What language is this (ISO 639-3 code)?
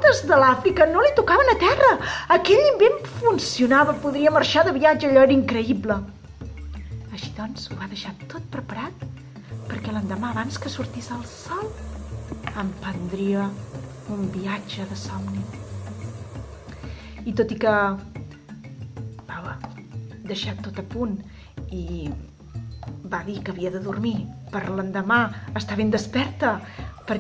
cat